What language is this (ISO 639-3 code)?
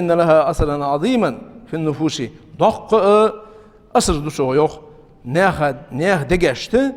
inh